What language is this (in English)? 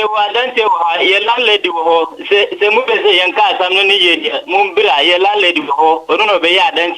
Akan